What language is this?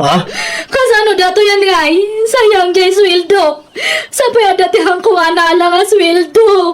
Iloko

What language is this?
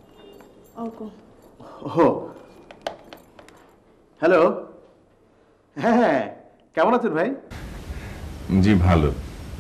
Bangla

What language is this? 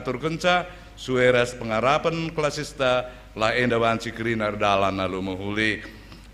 Batak Karo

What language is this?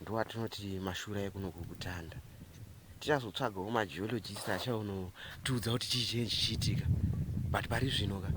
Shona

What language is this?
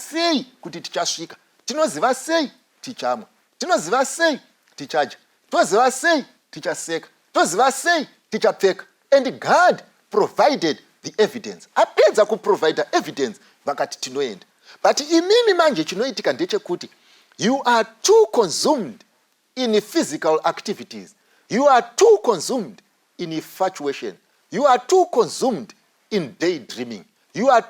Shona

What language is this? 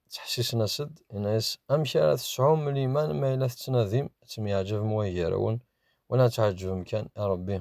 Kabyle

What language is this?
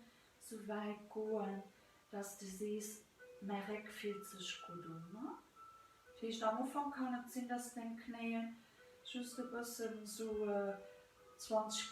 Luxembourgish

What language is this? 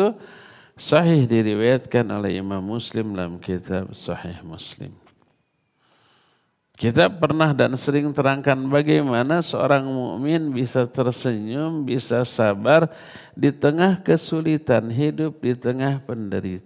Indonesian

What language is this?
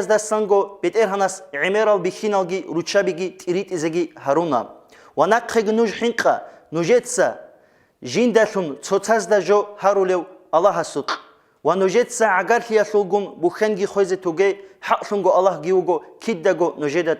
Avaric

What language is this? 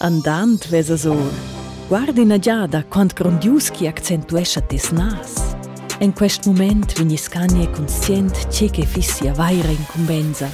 Romansh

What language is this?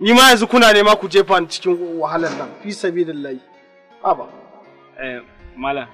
Hausa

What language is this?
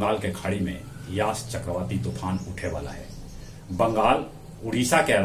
Magahi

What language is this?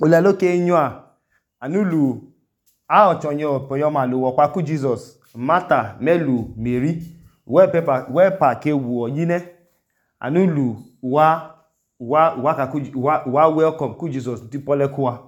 Idoma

